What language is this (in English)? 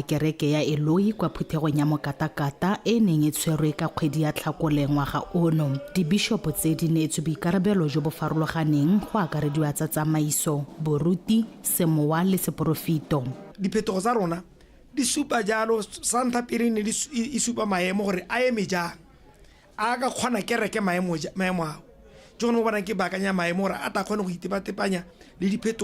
Tswana